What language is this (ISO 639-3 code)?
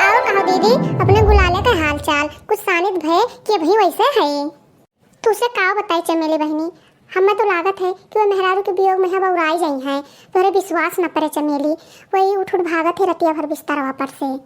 awa